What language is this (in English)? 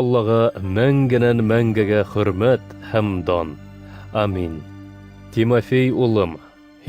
Bashkir